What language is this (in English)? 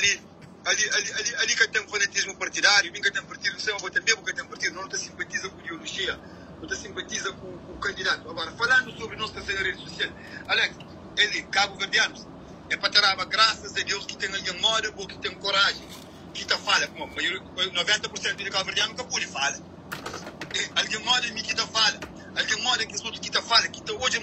Kabuverdianu